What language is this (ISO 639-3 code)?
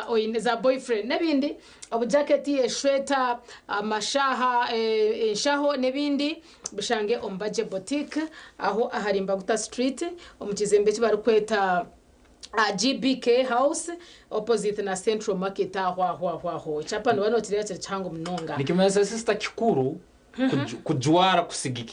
nyn